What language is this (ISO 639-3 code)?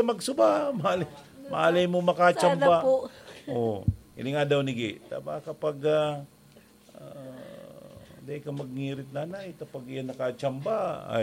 bik